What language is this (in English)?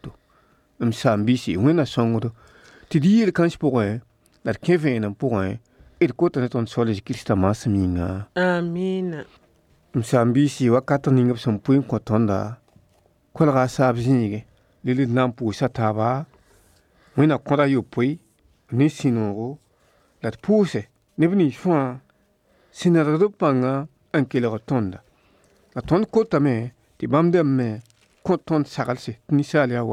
Mossi